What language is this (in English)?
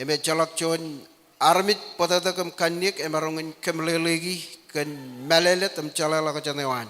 Marshallese